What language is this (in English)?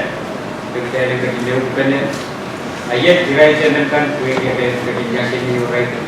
Pohnpeian